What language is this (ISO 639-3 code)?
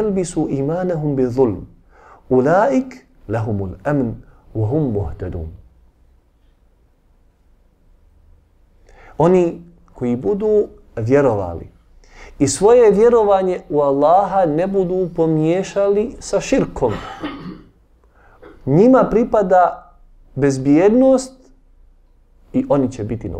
bos